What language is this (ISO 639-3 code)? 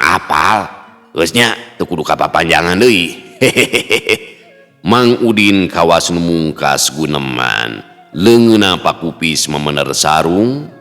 sun